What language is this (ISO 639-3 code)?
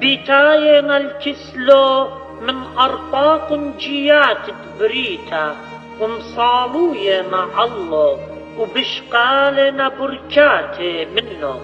aii